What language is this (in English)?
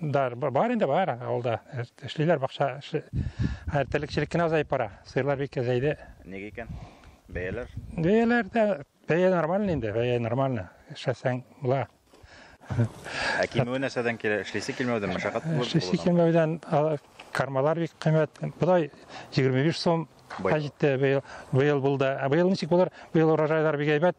Tatar